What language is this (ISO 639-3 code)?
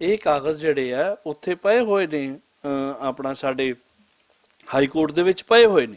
lah